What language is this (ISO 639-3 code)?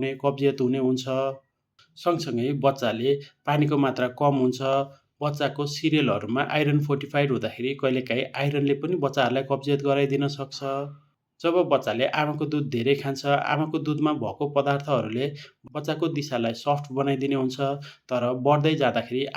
nep